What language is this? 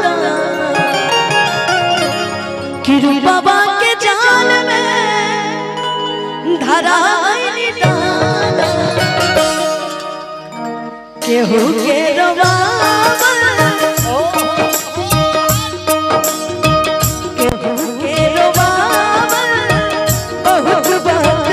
Bhojpuri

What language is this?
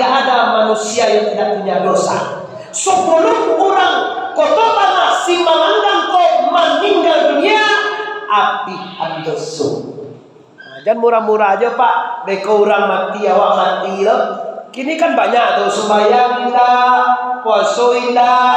Minangkabau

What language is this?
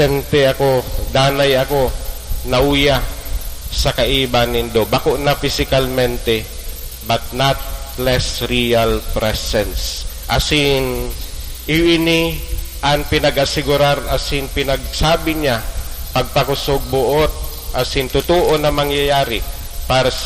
Bikol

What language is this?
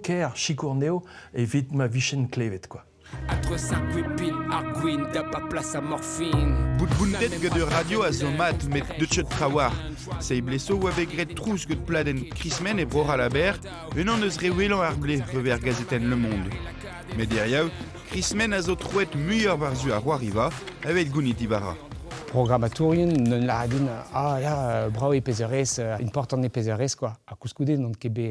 Breton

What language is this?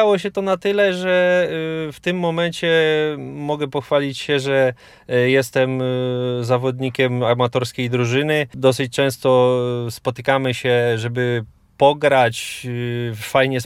Polish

